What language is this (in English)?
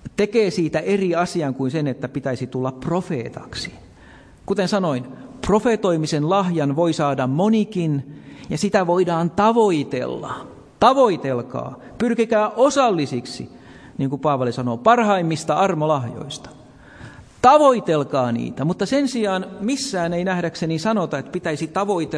Finnish